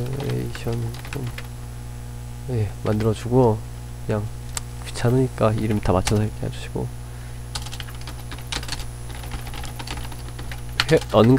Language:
Korean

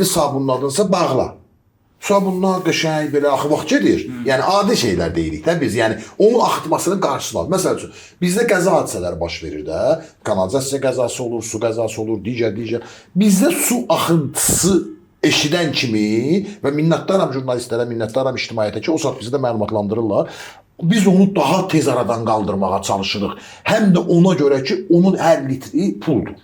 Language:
Azerbaijani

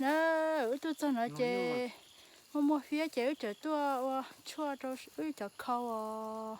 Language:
Hmong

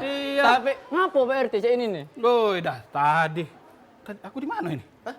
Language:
Musi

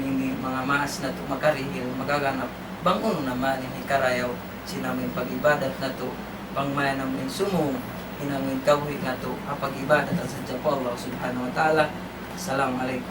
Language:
Tausug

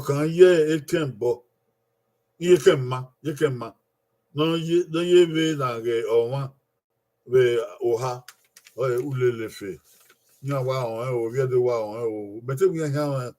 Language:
Bini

